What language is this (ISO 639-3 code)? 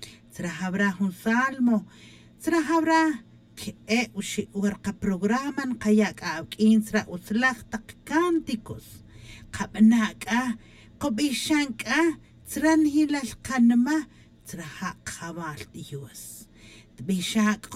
tzj